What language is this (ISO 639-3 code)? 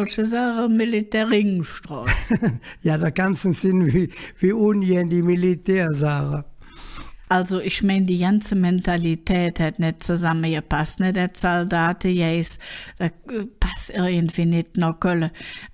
ksh